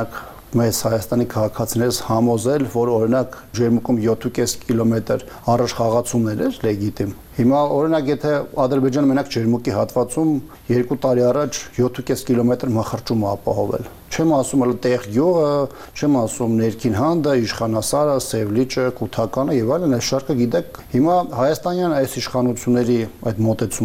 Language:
Armenian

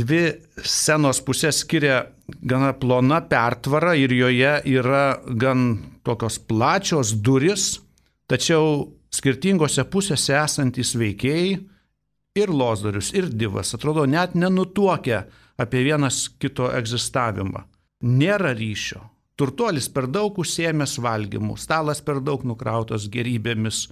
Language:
Lithuanian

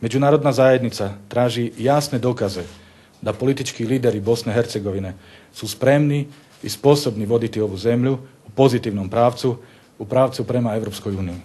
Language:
Bosnian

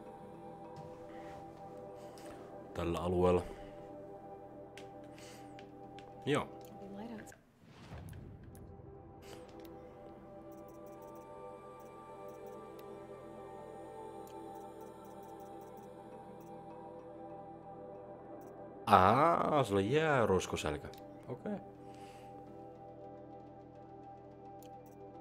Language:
Finnish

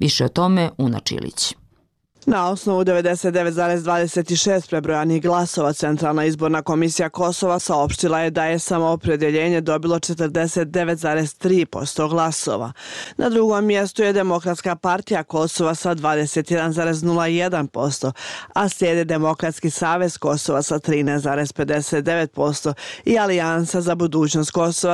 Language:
Bosnian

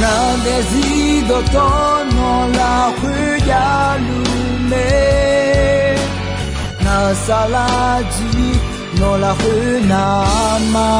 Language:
Akha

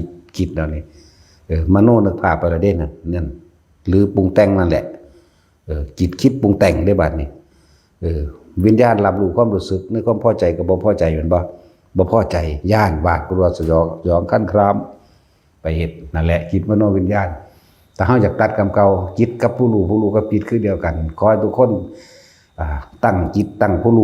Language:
Northeastern Thai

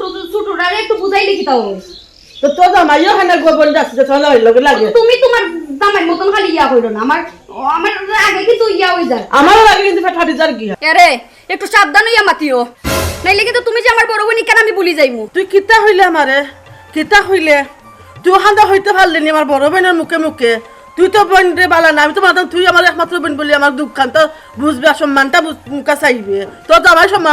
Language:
Sylheti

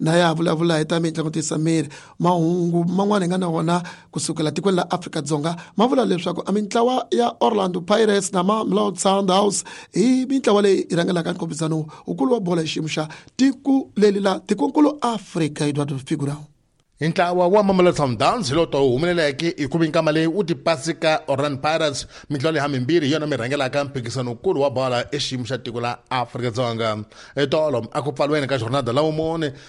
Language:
Tsonga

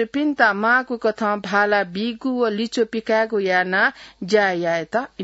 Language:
Newari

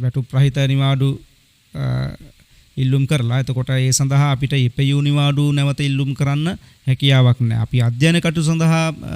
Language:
Sinhala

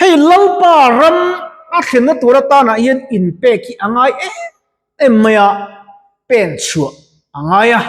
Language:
Mizo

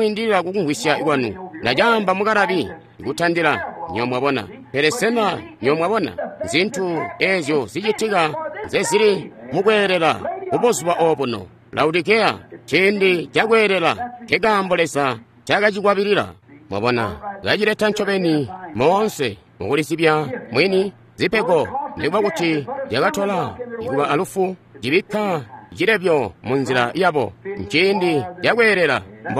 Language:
Tonga (Zambia)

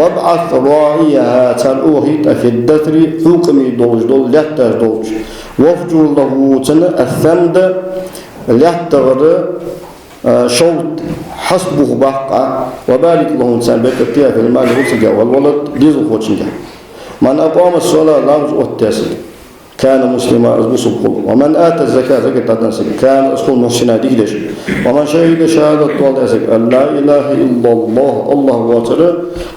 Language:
Ingush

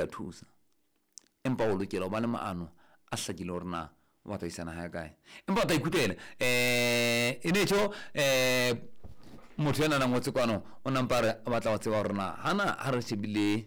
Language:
Southern Sotho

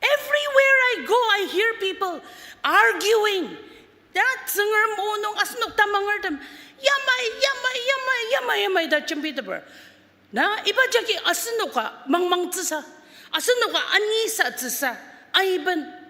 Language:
Ao Naga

